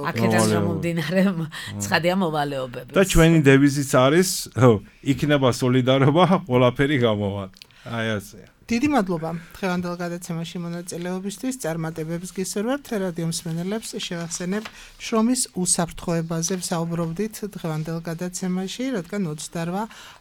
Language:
Georgian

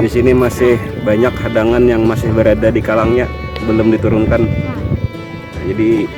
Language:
Banjar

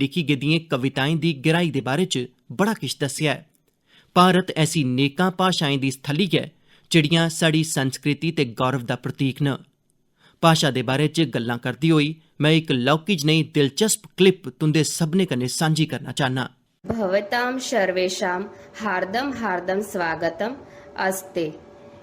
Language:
Dogri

